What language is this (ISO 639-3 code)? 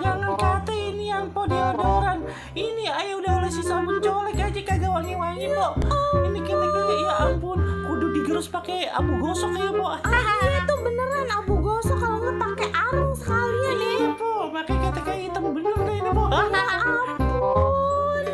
bew